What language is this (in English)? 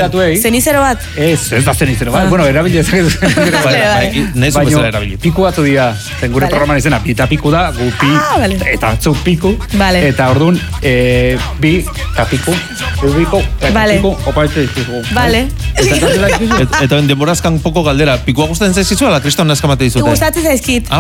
Basque